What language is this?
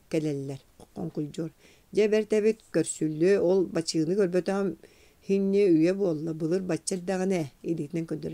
Yakut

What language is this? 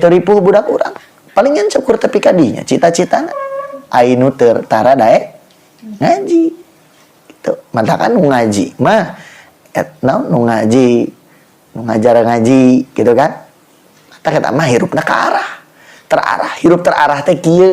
Sundanese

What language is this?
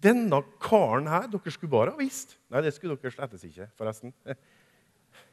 Norwegian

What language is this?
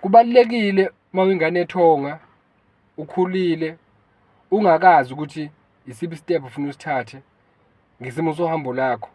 Zulu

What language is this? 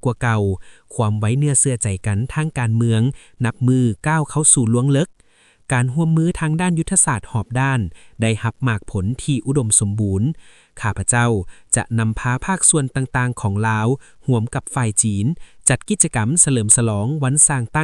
Lao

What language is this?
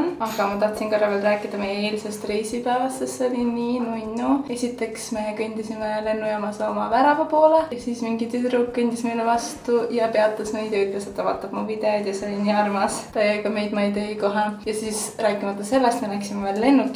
Estonian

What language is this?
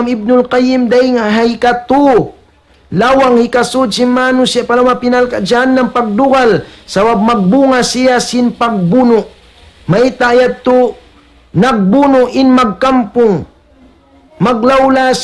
Tausug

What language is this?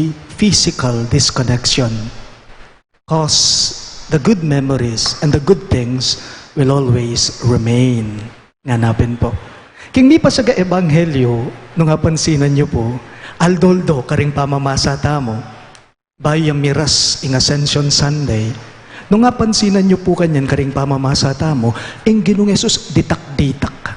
Pampanga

